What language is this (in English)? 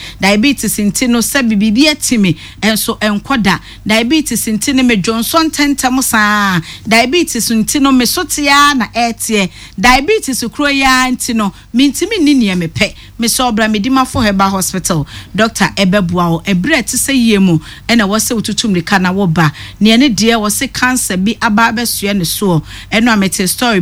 Akan